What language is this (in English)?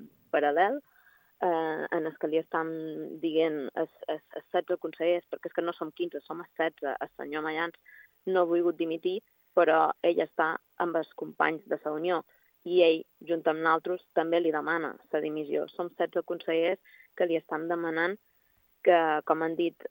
Catalan